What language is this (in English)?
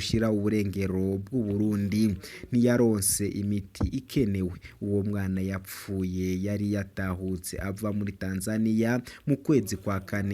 Rundi